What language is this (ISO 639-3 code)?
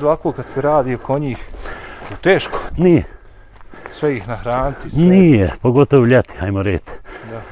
bos